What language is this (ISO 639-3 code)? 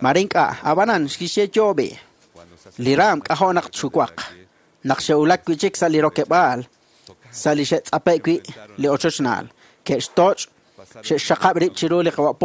kek